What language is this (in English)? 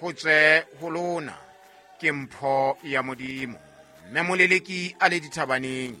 Southern Sotho